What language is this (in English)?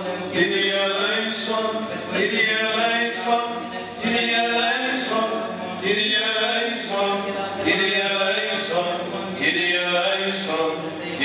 Greek